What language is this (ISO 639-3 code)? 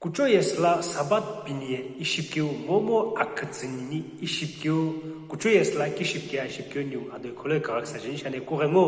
nsm